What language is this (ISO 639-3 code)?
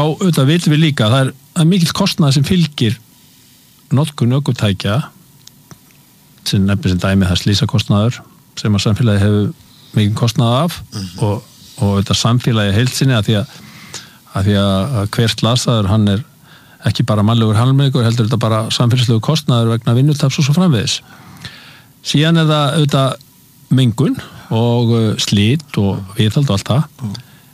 isl